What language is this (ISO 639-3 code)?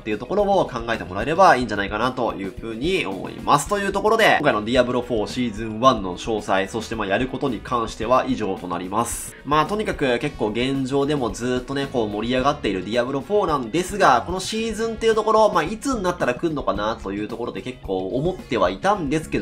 jpn